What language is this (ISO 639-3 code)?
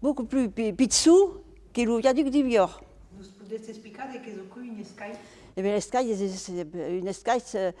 oci